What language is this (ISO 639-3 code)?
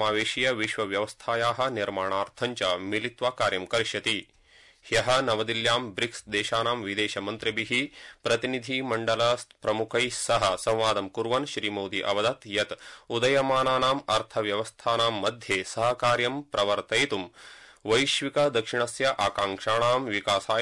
san